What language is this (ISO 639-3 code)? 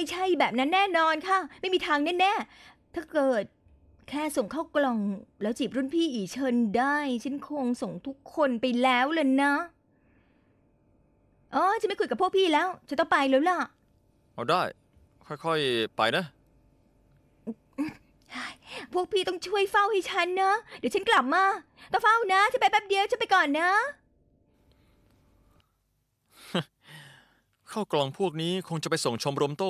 tha